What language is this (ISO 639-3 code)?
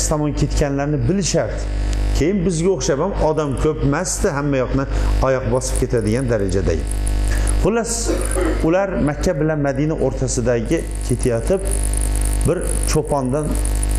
uzb